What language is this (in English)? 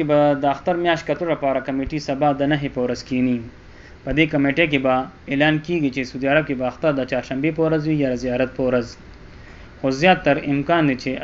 Pashto